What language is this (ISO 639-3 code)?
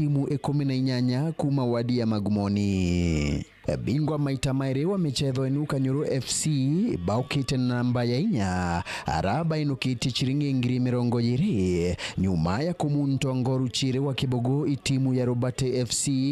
mer